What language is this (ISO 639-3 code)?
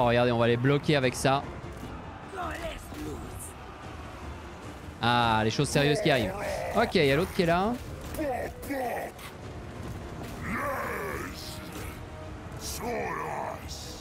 fra